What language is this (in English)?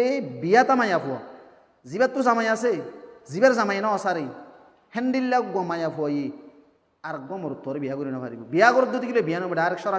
Rohingya